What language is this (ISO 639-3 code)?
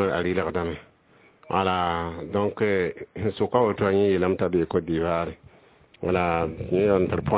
mos